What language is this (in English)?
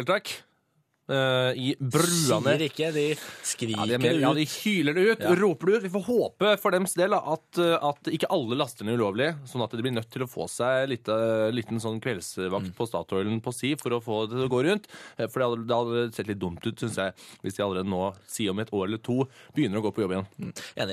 Norwegian